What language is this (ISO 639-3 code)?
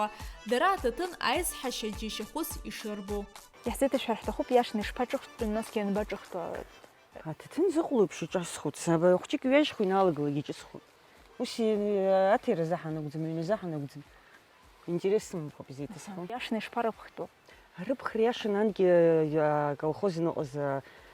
abk